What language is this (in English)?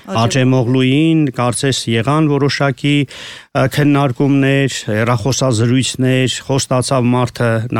Armenian